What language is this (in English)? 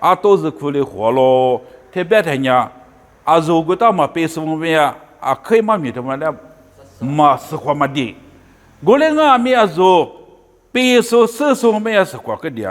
Lisu